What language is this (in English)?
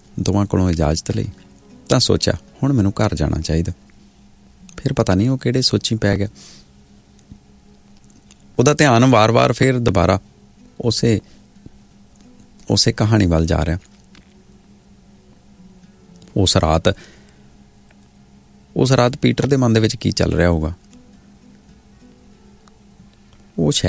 Punjabi